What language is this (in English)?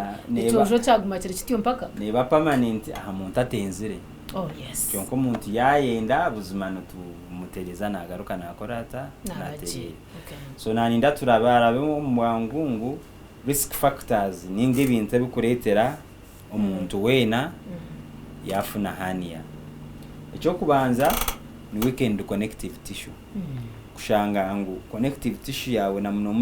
Nyankole